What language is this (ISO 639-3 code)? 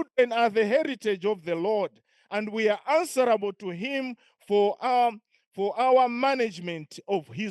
eng